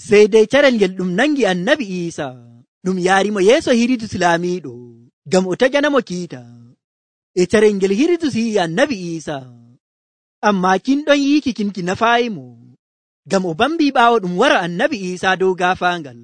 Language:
Nigerian Fulfulde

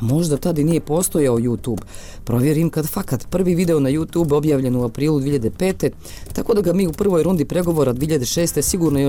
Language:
Bosnian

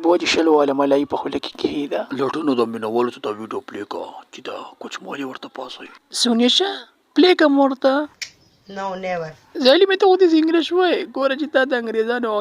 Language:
Pashto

